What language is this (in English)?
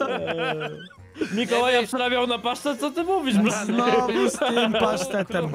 Polish